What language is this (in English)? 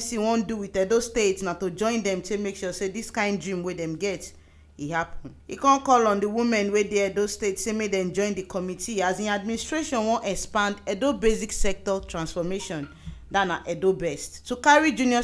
Nigerian Pidgin